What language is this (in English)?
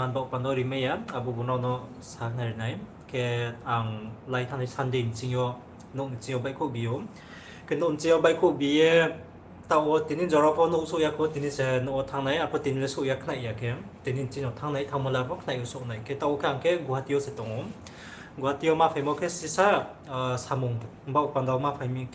Riang (India)